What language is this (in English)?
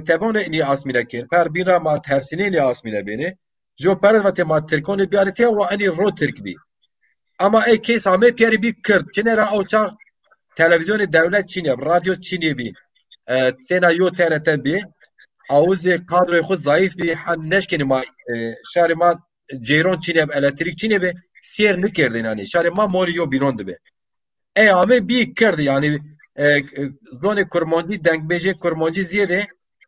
Zaza